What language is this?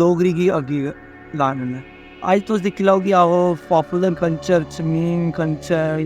Dogri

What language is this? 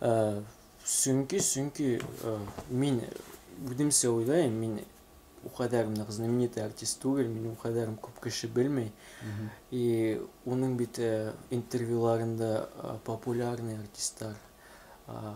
Bashkir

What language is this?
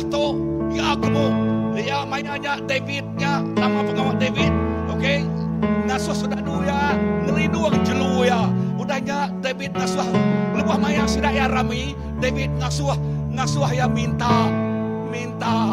Iban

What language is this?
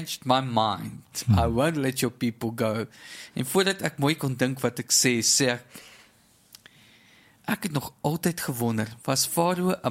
Afrikaans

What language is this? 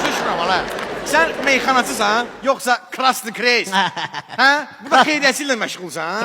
Azerbaijani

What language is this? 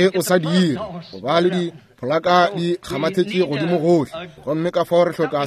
Northern Sotho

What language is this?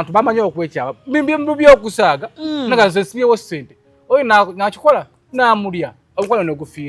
Ganda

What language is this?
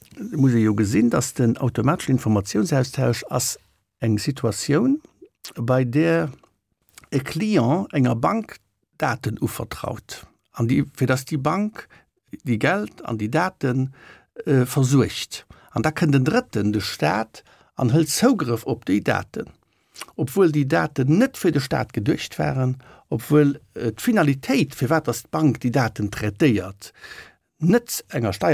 Luxembourgish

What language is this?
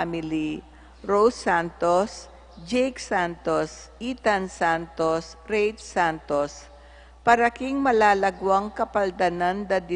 Pampanga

